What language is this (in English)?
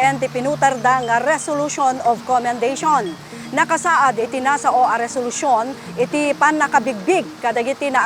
Iloko